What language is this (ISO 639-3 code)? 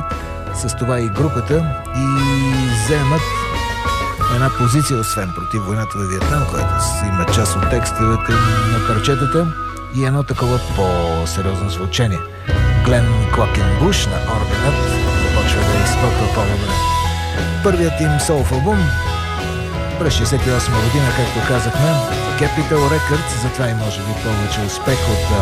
bul